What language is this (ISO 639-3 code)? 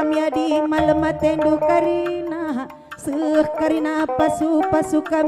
btx